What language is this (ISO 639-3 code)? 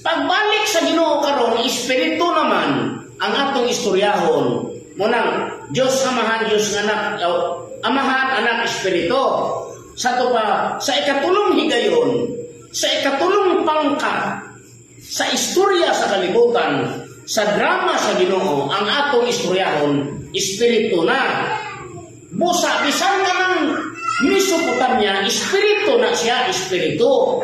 ceb